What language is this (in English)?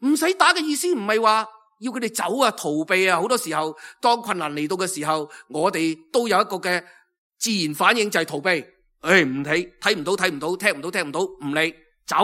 Cantonese